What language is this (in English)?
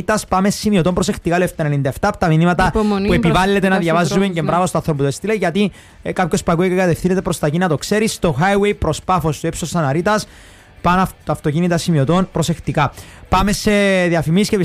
Greek